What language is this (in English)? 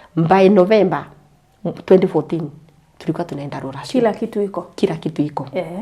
Kikuyu